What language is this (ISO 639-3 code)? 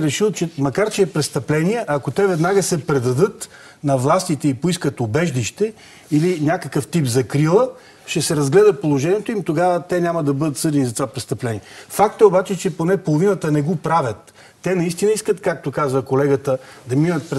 bul